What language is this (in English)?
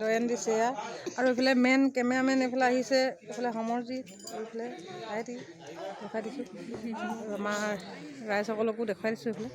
Assamese